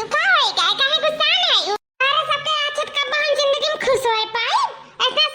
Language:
Awadhi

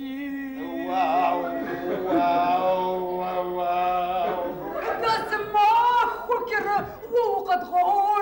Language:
Kabardian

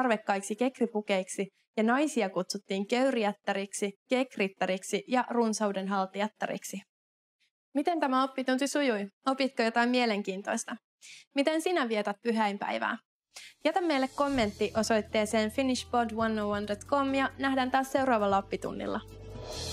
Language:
Finnish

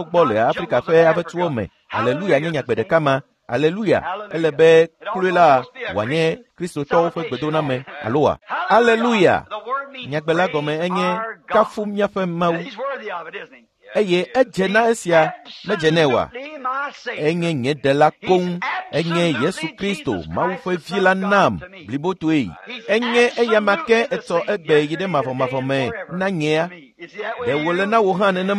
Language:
Ewe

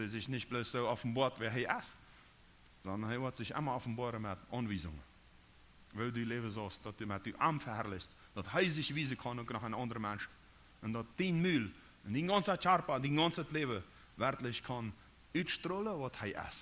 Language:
Plautdietsch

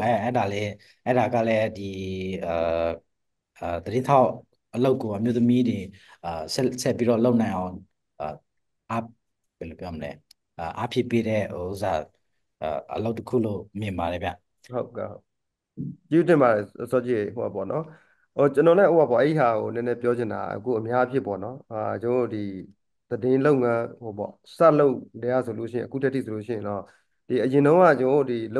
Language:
Burmese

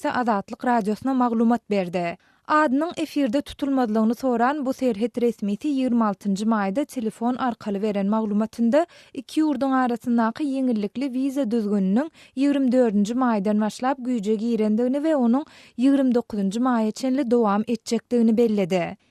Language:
Turkmen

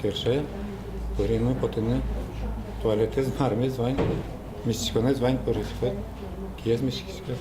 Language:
Udmurt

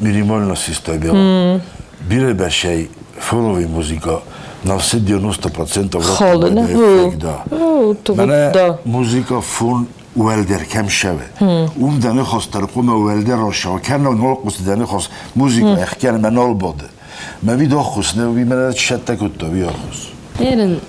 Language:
Ossetic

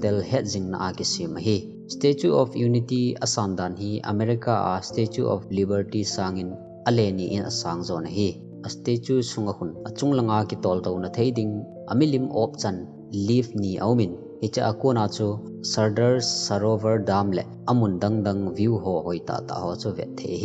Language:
Thado Chin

